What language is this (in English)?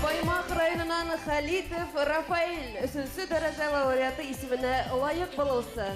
Bashkir